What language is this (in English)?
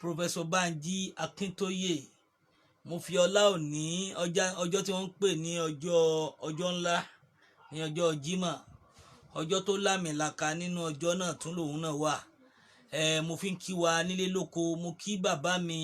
Yoruba